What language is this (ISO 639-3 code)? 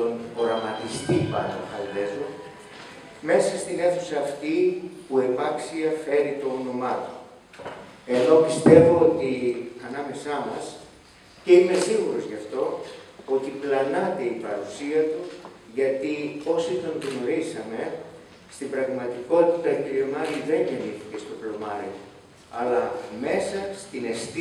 ell